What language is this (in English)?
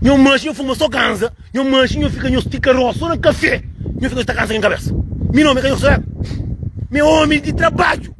Kabuverdianu